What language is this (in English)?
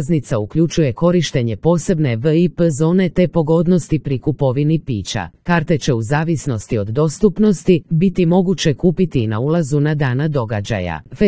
Croatian